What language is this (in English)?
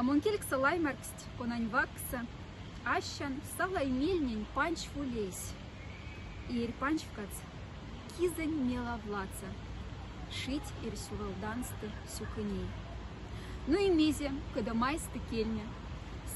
Moksha